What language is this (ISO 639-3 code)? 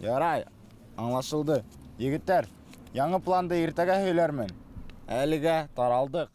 bak